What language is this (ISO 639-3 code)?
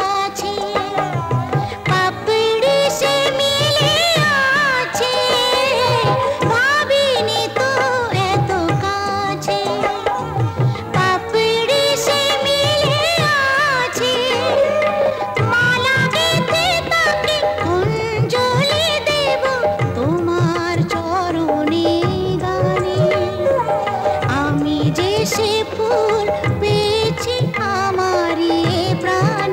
ben